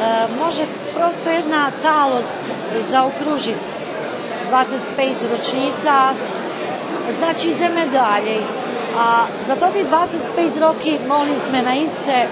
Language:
Rusyn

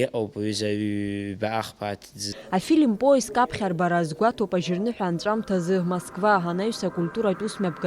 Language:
Abkhazian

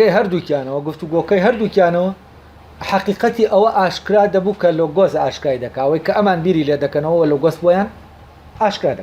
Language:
Central Kurdish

